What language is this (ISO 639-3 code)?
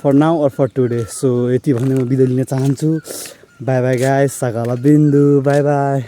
nep